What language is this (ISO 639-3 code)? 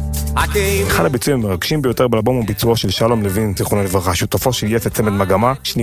heb